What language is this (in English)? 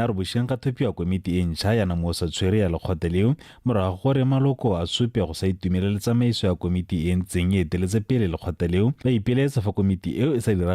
Tswana